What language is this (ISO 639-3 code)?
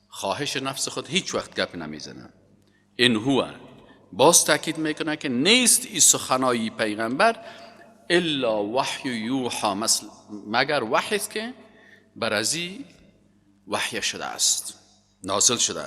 fas